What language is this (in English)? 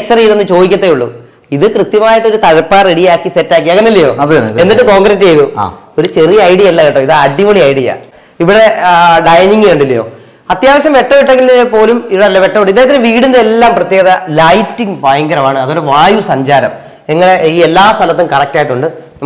Malayalam